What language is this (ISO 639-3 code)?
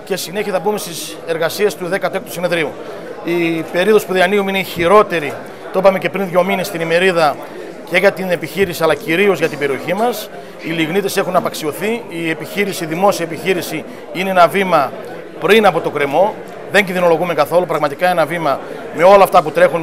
ell